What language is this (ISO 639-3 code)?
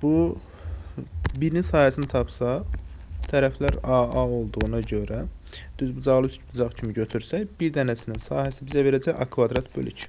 aze